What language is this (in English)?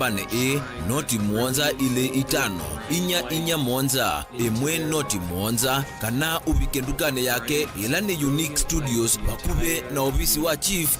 Kamba